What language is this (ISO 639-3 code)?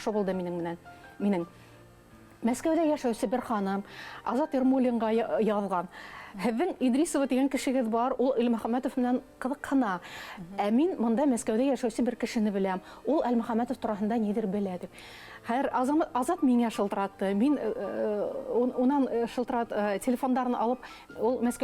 bak